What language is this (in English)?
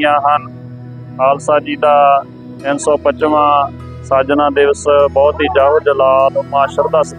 Punjabi